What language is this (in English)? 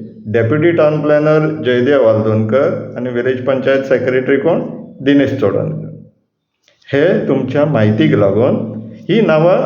Konkani